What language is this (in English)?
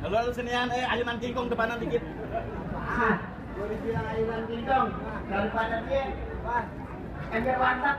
Betawi